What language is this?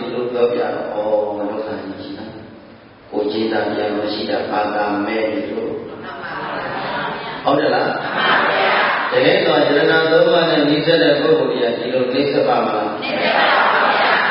Burmese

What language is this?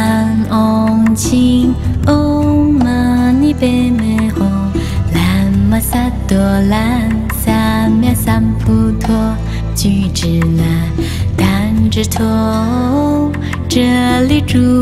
Chinese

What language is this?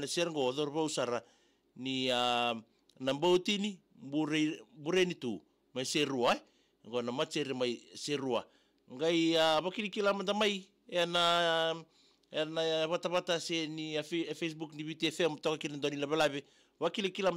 Fijian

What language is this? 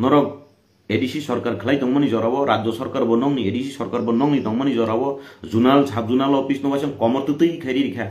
Kok Borok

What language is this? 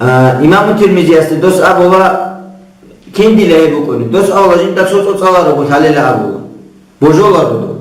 Avaric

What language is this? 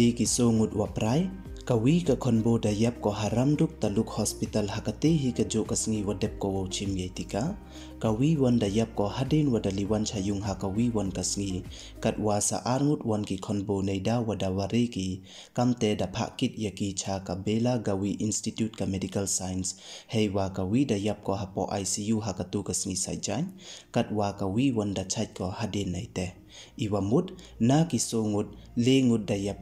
Pnar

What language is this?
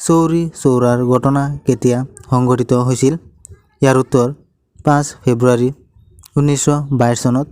Assamese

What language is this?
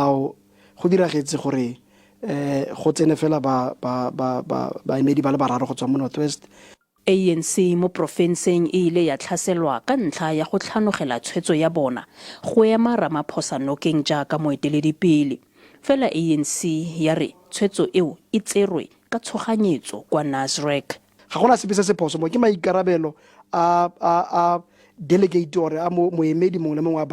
Tswana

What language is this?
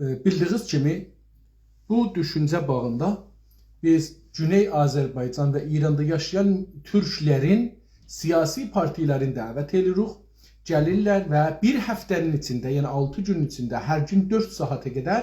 South Azerbaijani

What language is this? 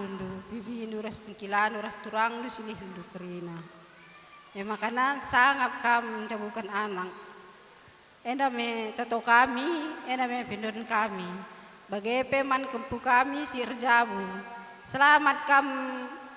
Batak Karo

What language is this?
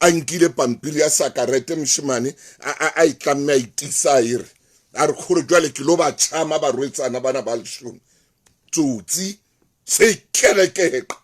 Southern Sotho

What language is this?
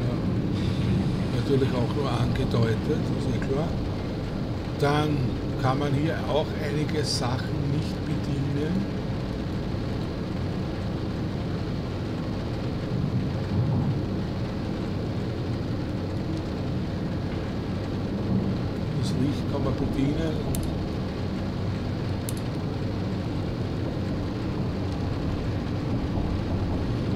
German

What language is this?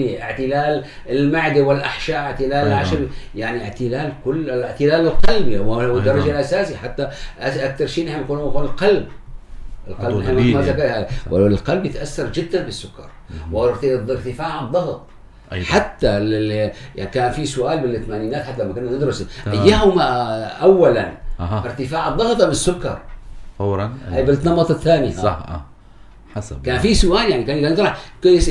North Levantine Arabic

